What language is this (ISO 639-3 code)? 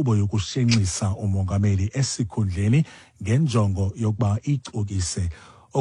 xho